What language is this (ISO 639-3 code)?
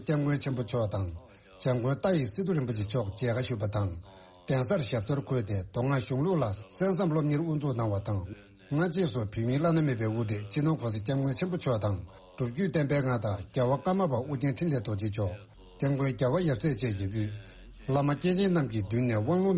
bod